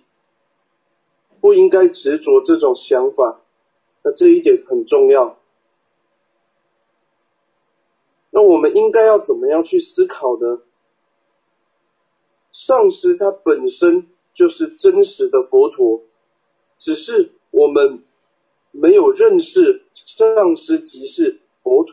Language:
Chinese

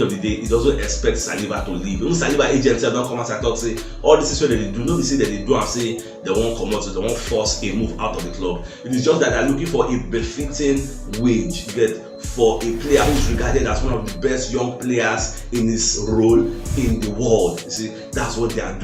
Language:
Nigerian Pidgin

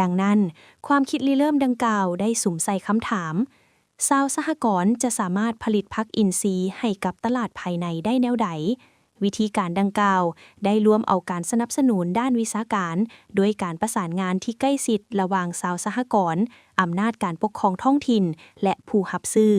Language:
Lao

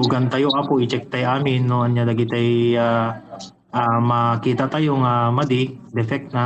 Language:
Iloko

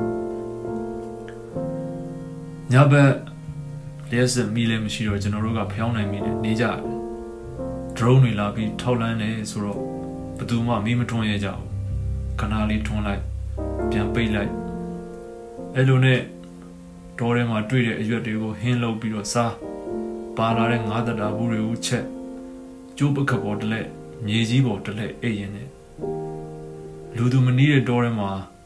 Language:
Burmese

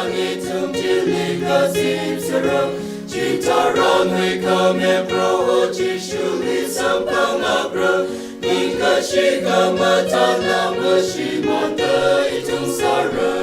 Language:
Tangkhul Naga (India)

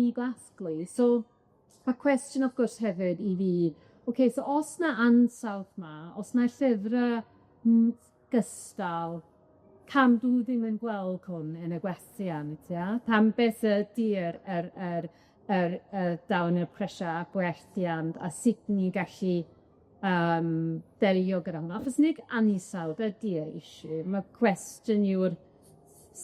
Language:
Welsh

